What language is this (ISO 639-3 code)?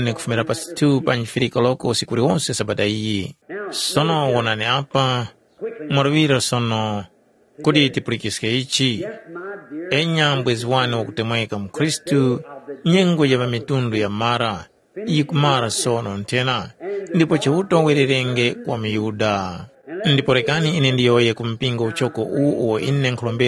tum